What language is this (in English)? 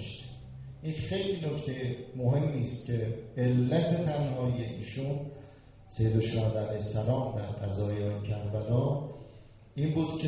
Persian